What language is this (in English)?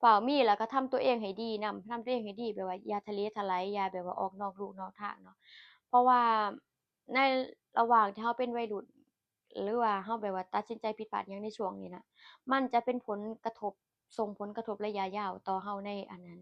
Lao